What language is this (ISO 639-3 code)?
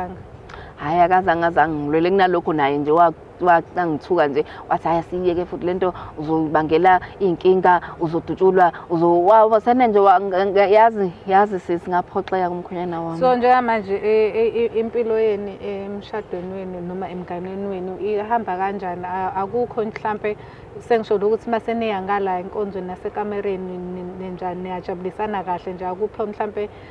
zul